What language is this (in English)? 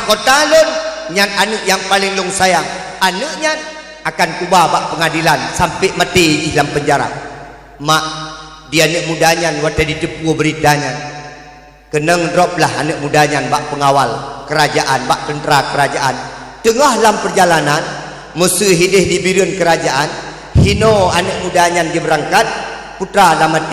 Achinese